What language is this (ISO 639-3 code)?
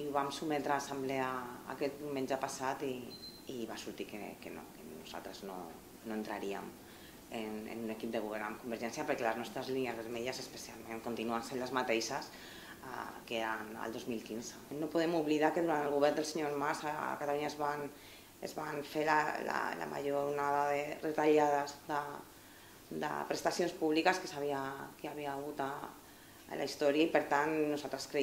cat